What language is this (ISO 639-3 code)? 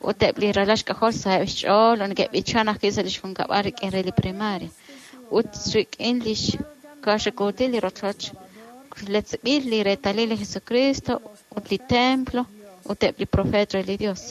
kek